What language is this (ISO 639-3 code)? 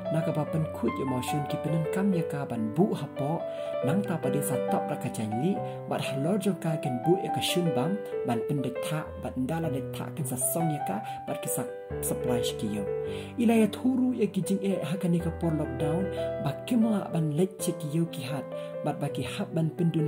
kha